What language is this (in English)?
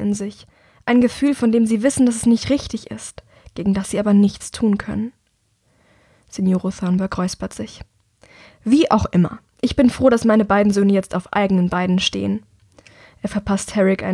German